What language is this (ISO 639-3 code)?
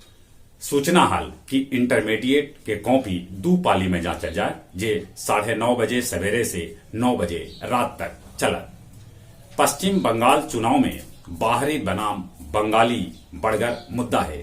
mag